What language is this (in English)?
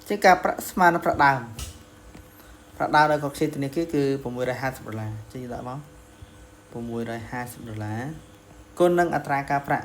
Khmer